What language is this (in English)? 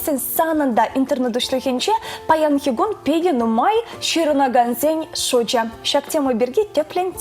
Chuvash